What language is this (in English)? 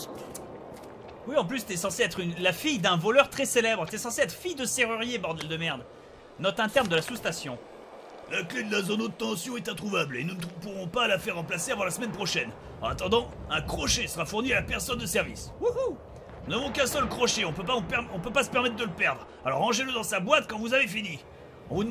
French